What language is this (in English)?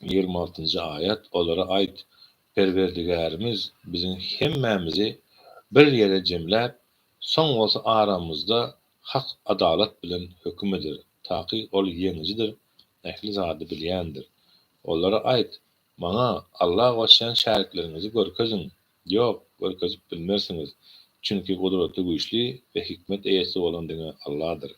Turkmen